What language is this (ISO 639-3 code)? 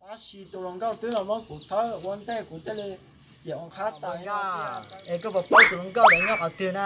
hmn